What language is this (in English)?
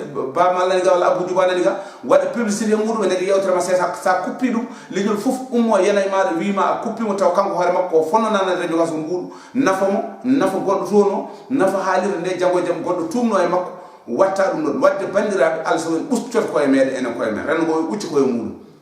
Fula